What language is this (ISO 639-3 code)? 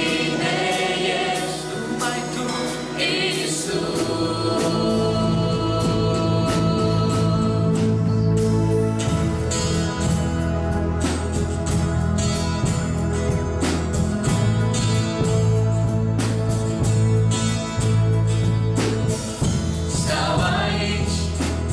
ron